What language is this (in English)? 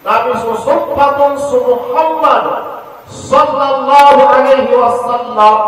Maranao